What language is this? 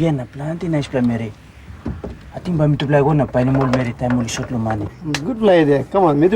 Tok Pisin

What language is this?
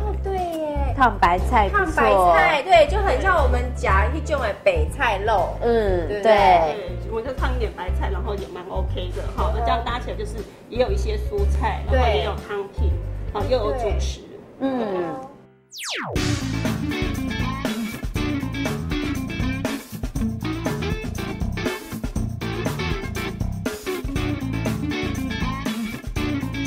Chinese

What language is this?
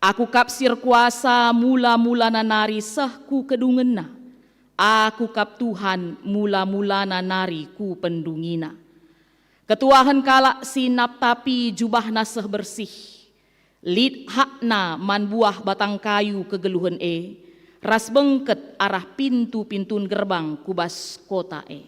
Batak Karo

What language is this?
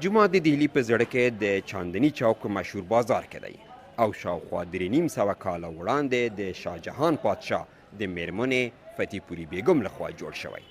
Pashto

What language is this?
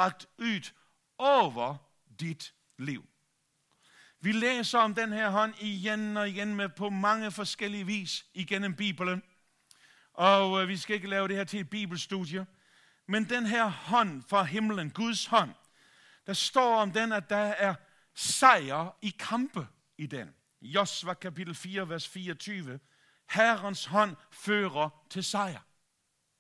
Danish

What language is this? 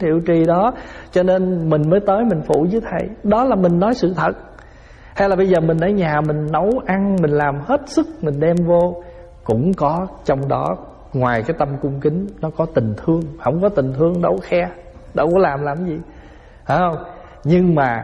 Vietnamese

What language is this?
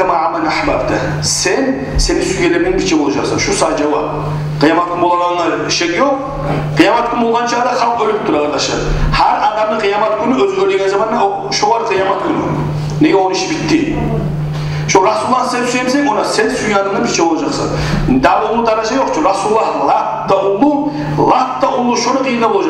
Kumyk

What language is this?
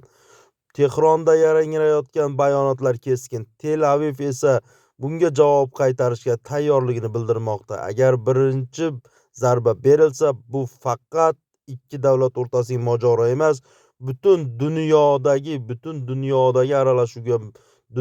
Uzbek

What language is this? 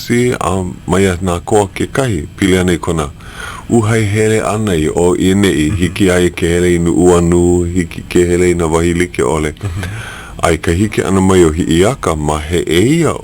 Hawaiian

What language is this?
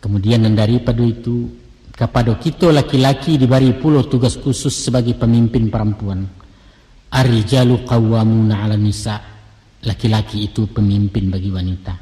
Minangkabau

